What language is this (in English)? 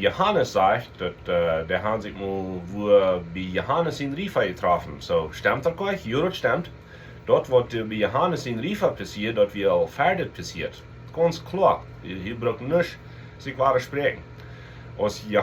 Plautdietsch